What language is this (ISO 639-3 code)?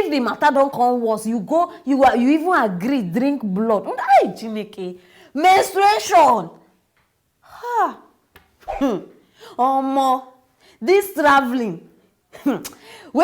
pcm